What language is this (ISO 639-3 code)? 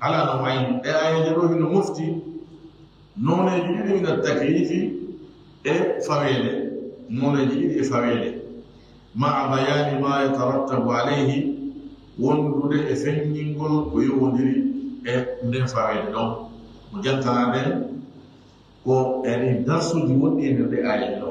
ful